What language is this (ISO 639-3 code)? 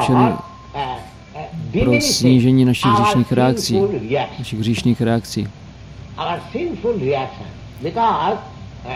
ces